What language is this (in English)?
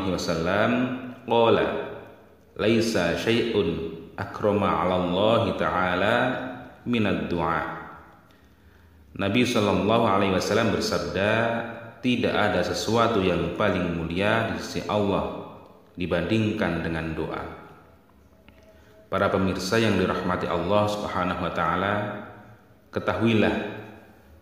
Indonesian